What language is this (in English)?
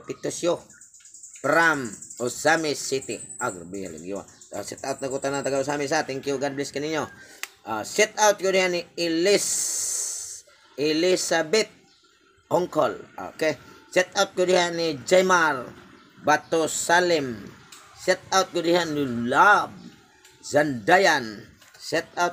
Cebuano